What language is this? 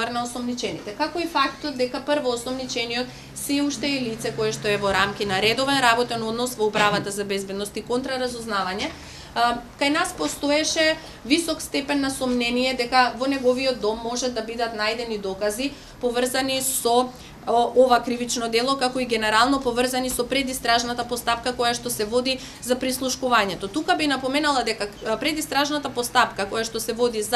Macedonian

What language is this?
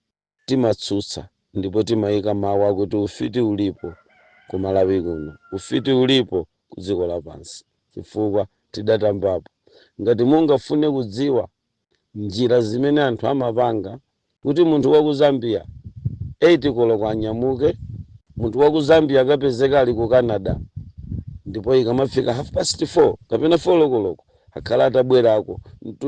Nyanja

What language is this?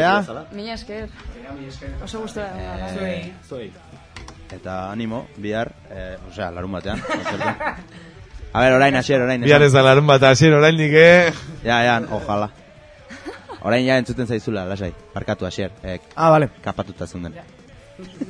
Basque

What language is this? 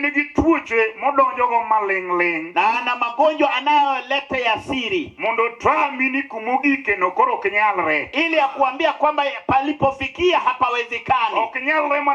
Luo (Kenya and Tanzania)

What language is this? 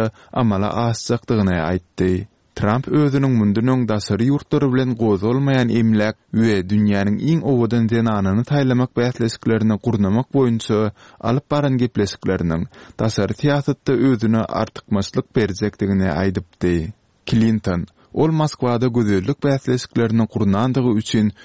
Turkmen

